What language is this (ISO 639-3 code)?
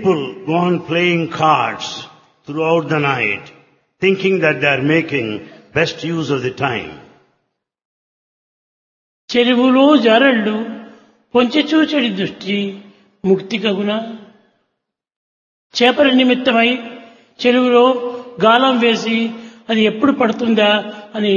tel